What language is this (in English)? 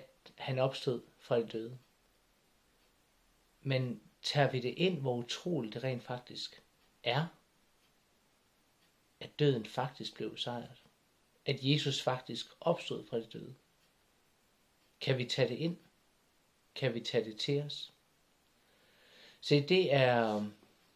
Danish